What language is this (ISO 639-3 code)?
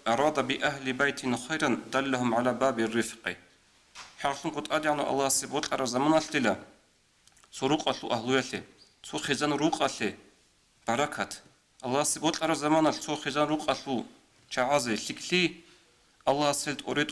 ava